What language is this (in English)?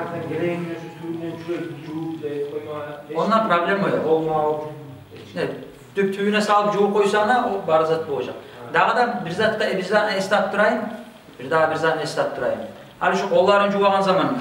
Kumyk